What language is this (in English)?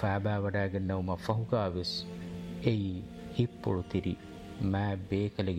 Divehi